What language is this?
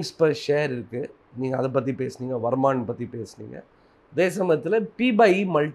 Tamil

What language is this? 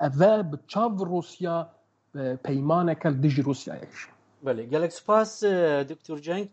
Kurdish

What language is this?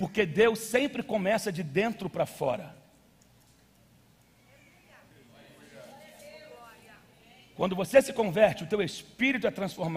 Portuguese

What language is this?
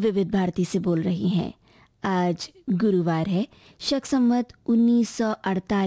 Hindi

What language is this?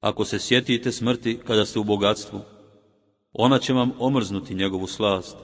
Bosnian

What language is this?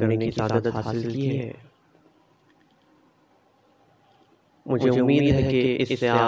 Urdu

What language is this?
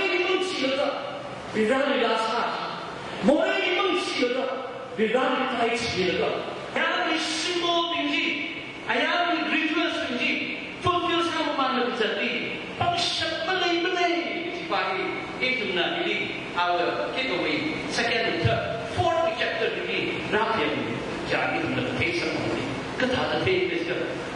Tangkhul Naga (India)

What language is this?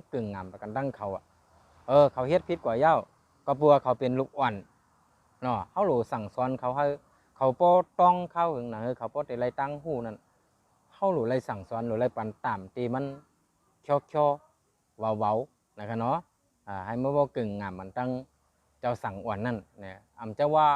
Shan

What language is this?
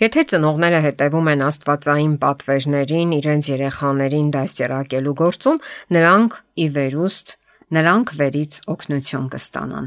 Armenian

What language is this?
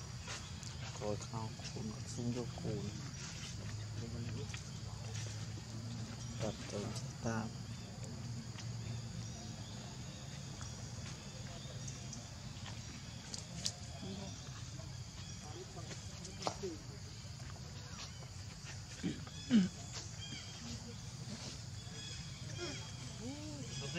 Vietnamese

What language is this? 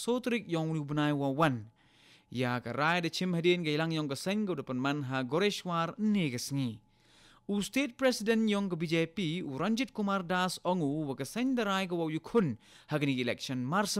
Khasi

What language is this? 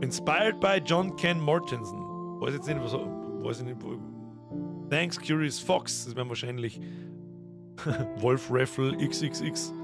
Bavarian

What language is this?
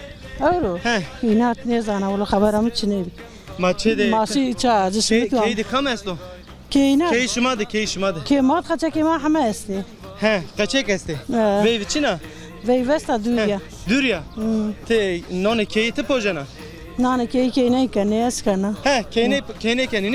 Zaza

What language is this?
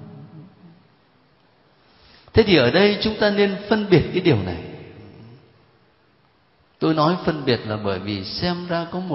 Vietnamese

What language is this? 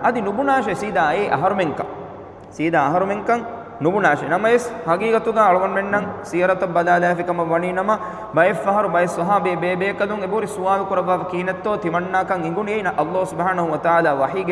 Divehi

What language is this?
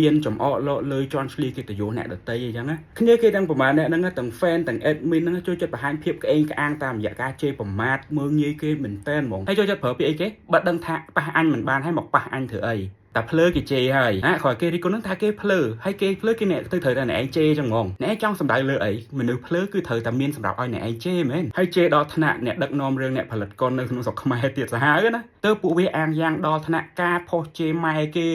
Khmer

